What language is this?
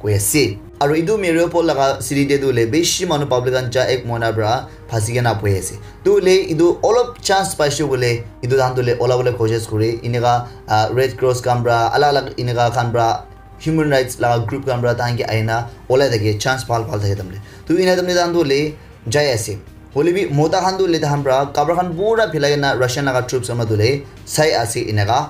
Naga Pidgin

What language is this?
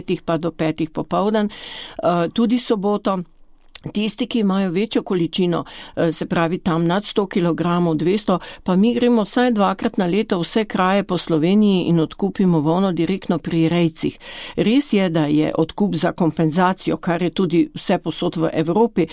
Slovenian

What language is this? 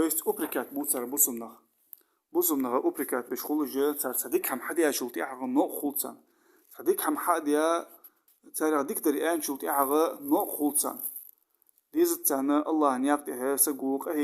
Ingush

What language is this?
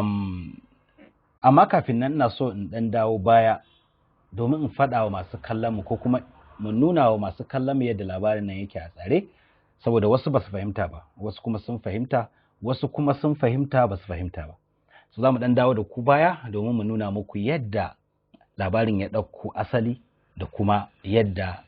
Hausa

